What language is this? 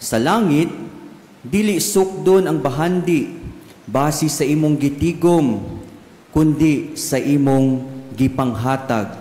Cebuano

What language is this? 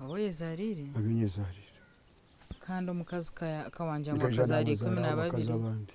Nyankole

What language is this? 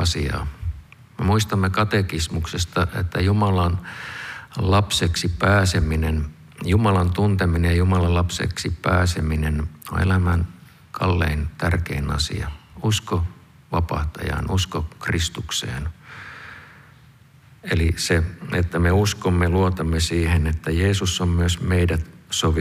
Finnish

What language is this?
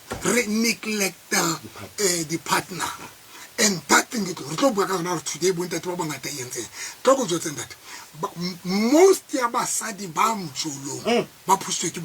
Tswana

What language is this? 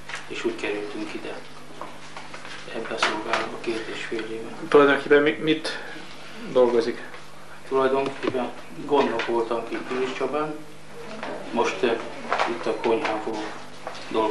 Hungarian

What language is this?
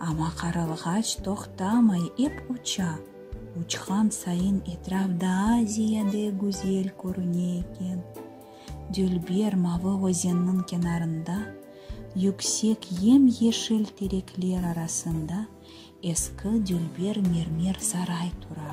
Crimean Tatar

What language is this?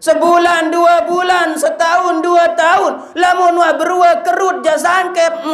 Sasak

